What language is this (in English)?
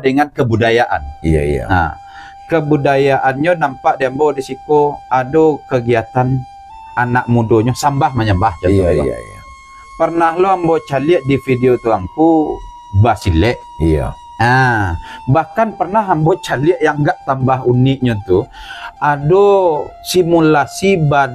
Minangkabau